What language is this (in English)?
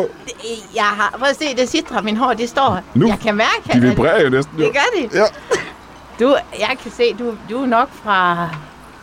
Danish